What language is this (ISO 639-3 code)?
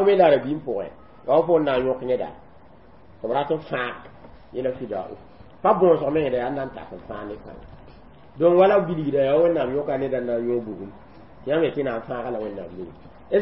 mos